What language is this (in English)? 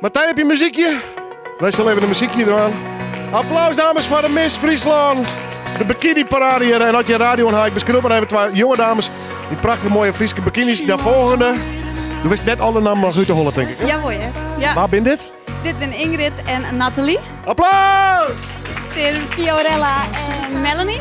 Western Frisian